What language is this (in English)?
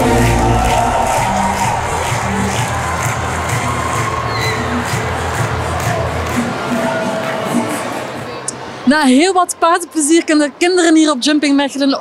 Dutch